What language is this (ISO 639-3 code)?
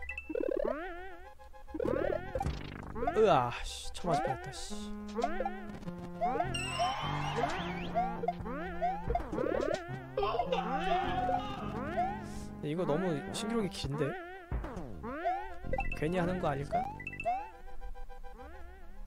kor